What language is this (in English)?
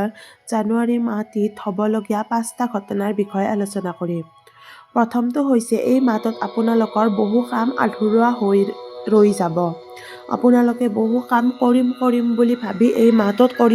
Assamese